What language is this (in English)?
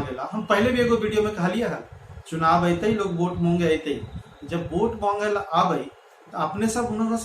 Magahi